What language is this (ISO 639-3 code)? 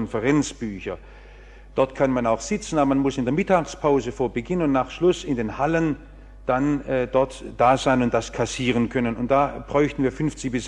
deu